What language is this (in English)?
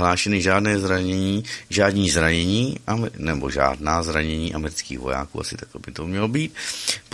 Czech